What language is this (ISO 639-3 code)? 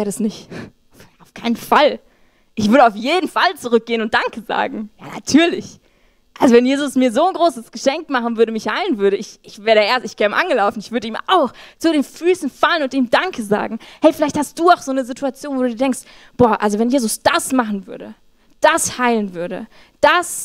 gsw